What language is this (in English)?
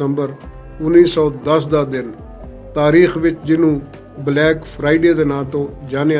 Western Panjabi